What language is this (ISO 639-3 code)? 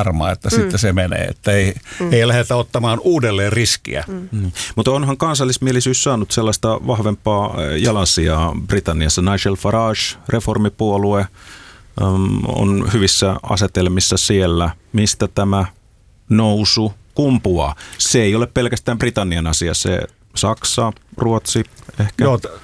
fin